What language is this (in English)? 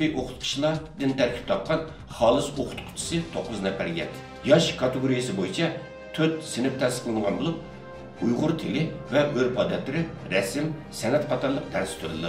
Uyghur